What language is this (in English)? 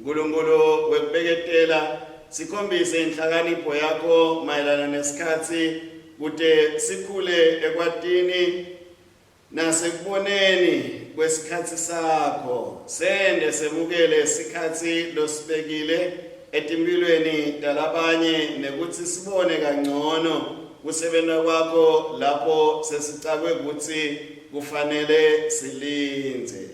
Swati